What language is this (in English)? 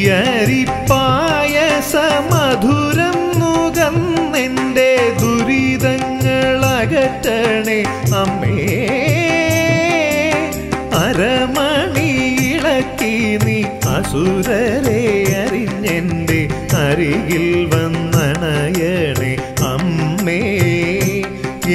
Malayalam